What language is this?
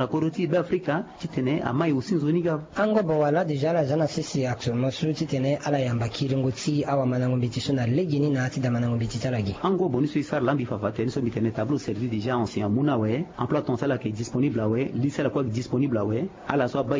Sango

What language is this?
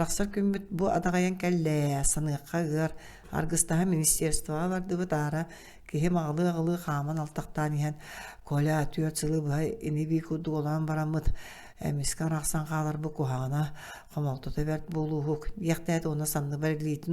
Yakut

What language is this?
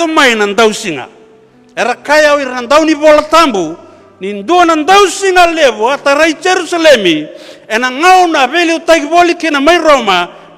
Fijian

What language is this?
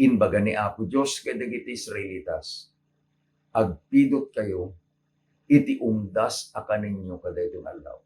Iloko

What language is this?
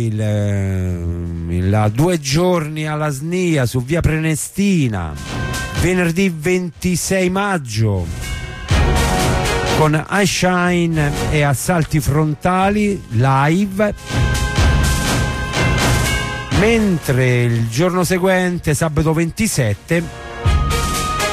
Italian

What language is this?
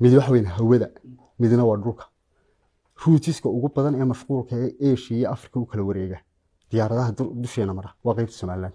Somali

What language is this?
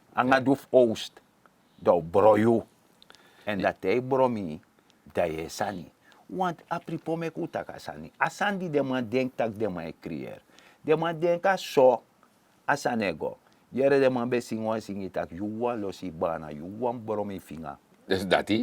Sranan Tongo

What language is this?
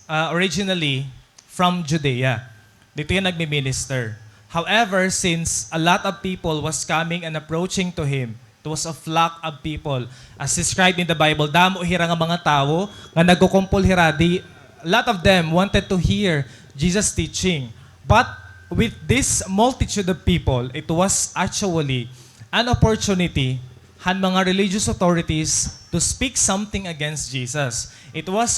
Waray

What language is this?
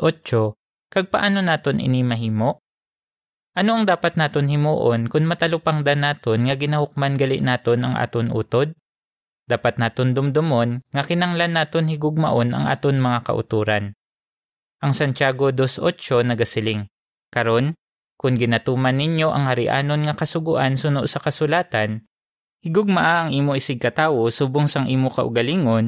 Hiligaynon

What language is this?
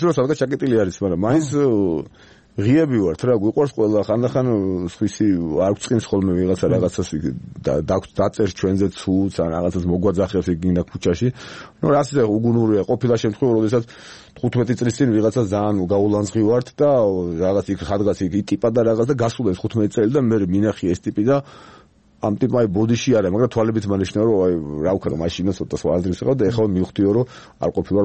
Georgian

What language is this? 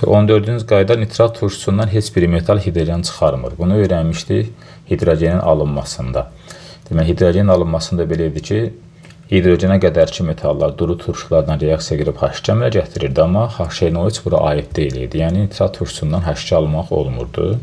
Azerbaijani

